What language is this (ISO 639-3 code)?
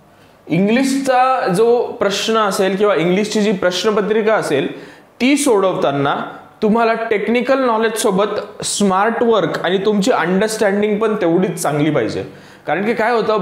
mar